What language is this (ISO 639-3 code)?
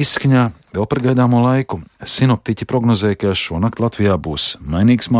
lav